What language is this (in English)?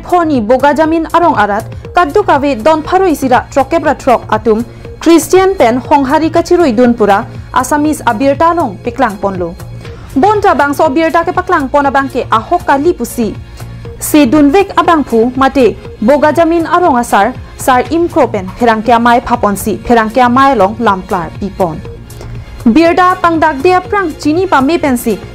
Karbi